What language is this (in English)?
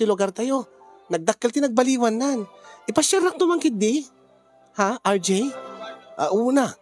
Iloko